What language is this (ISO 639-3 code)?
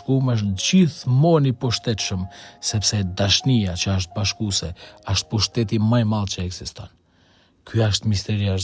sqi